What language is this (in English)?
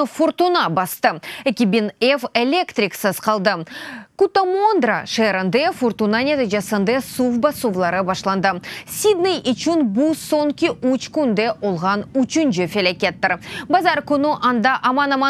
Crimean Tatar